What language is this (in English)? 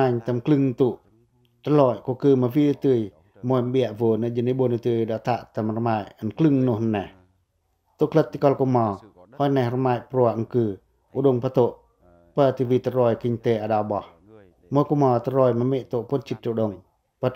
Pacoh